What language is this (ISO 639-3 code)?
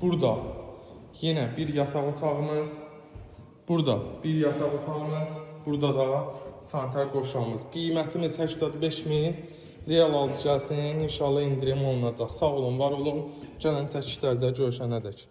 aze